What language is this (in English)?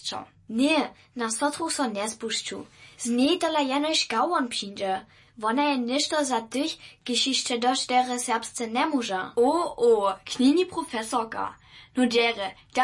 Upper Sorbian